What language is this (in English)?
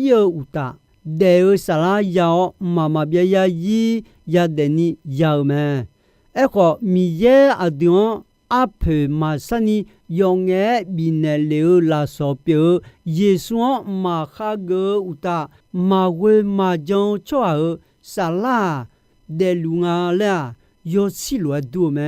Akha